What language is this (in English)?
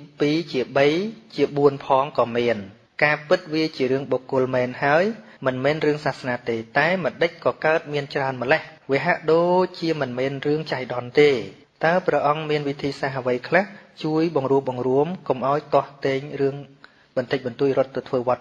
Khmer